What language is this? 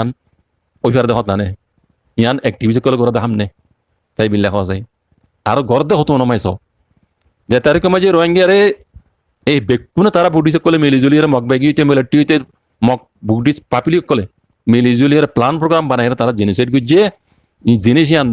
Rohingya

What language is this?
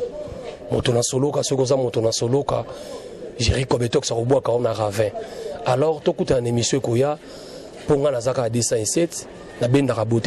Lingala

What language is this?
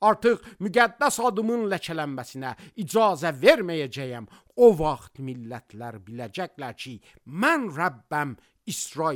Azerbaijani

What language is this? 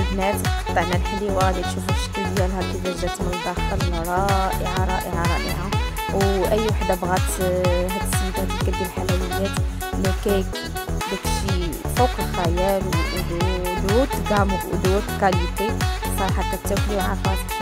Moroccan Arabic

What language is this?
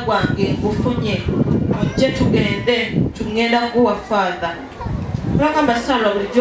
Ganda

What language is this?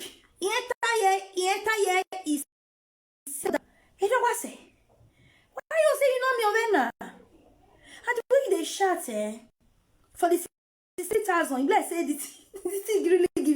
Nigerian Pidgin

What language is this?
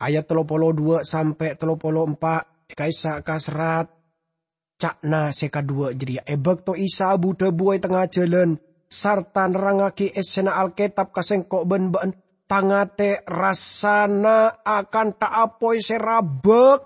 Madurese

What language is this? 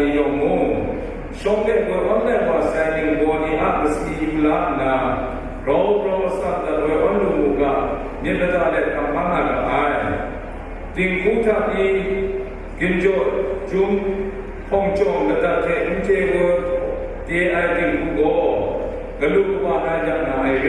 Kachin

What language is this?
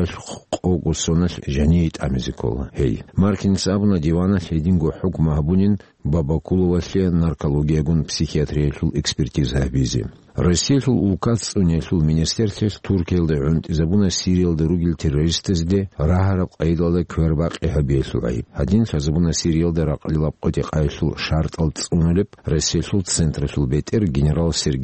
Avaric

